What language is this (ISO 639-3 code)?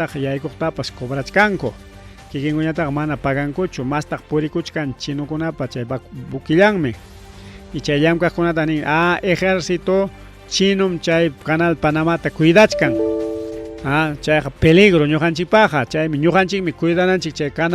quy